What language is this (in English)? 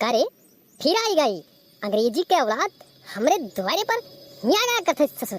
Awadhi